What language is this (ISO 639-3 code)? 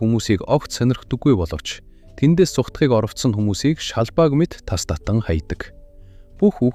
mon